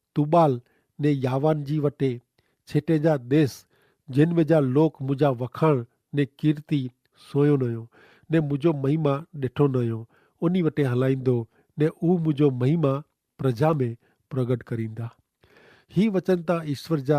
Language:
Kachhi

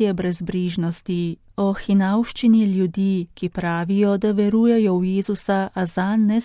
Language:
Slovenian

